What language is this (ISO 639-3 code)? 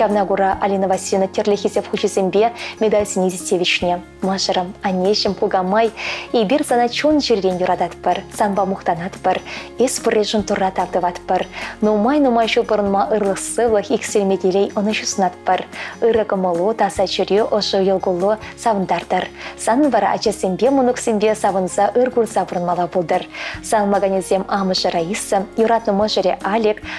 chv